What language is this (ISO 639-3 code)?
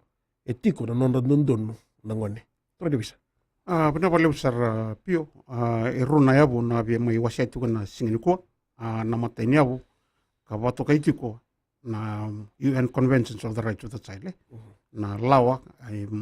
fij